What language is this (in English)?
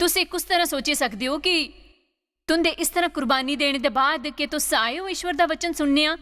Dogri